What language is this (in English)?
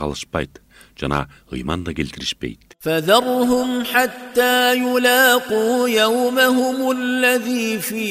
Kyrgyz